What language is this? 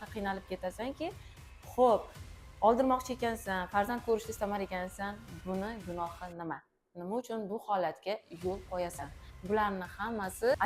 Uzbek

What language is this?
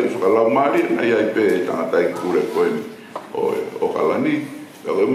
Tongan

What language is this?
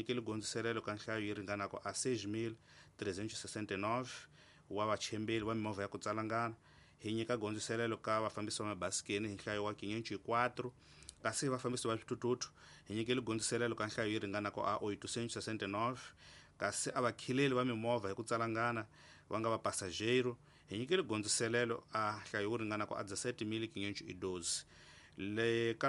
Tsonga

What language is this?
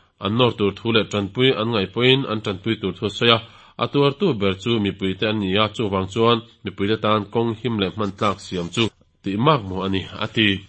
Mizo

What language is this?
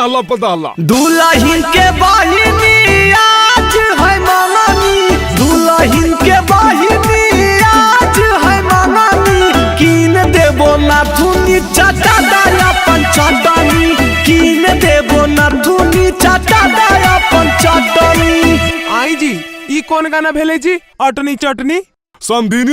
Magahi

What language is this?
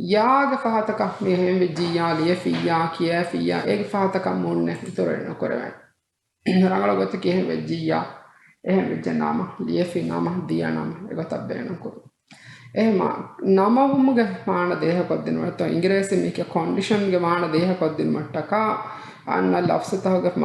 Divehi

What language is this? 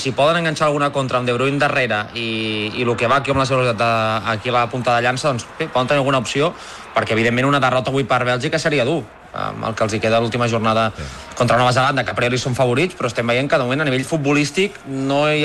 Catalan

